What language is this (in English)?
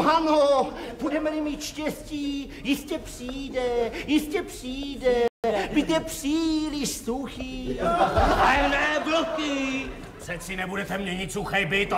Czech